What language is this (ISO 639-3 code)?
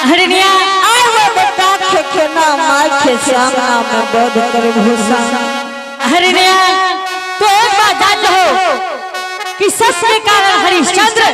anp